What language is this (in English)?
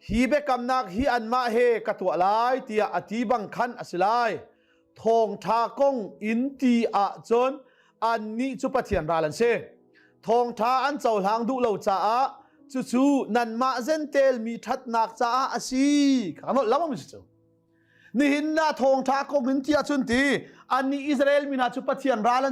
Hakha Chin